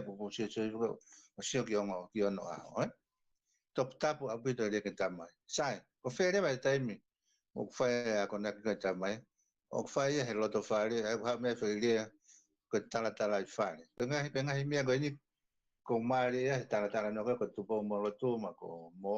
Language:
Tongan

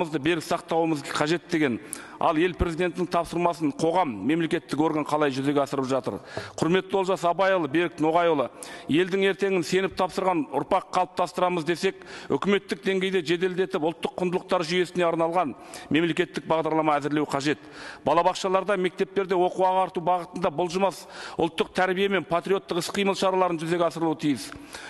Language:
Kazakh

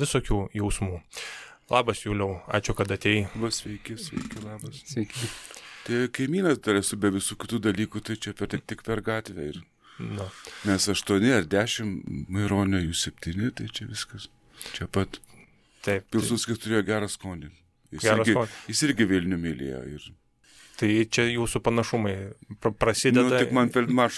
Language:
Lithuanian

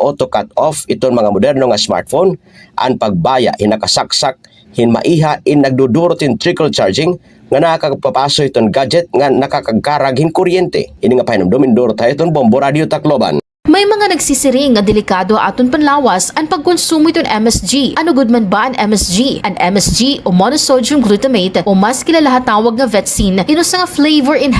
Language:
Waray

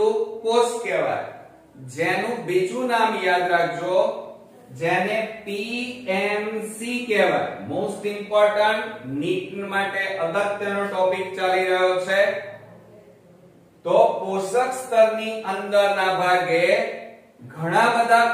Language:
Gujarati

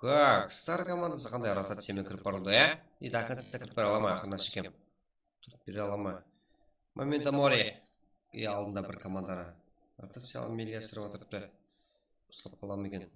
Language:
Kara-Kalpak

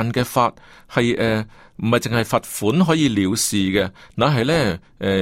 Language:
Cantonese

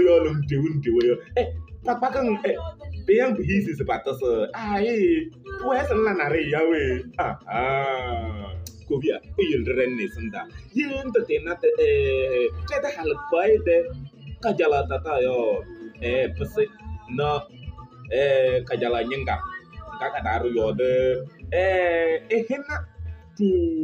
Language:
Kabiyè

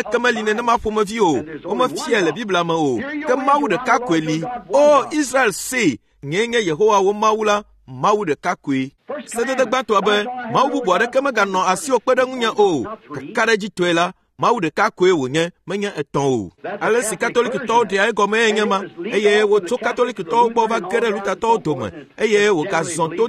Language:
Ewe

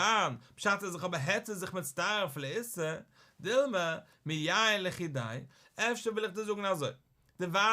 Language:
Yiddish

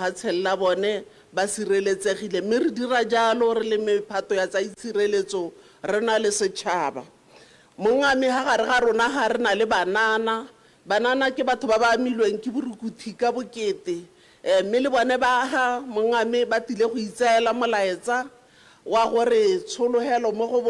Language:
Tswana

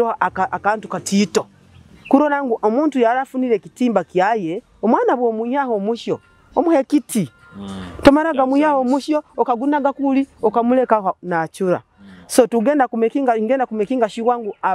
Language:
Nyoro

